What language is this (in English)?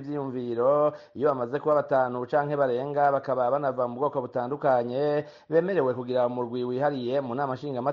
Rundi